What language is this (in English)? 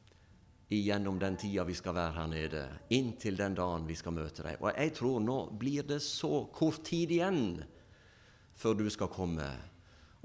Norwegian